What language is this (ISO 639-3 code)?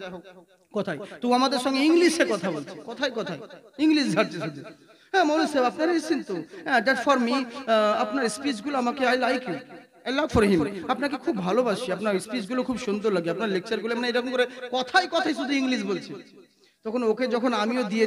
ben